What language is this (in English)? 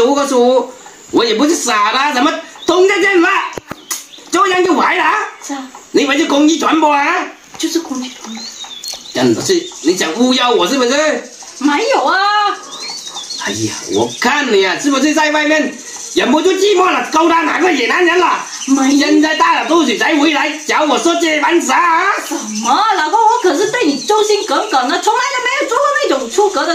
Chinese